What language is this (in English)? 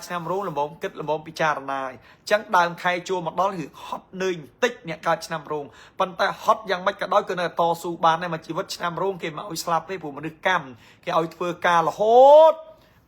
Khmer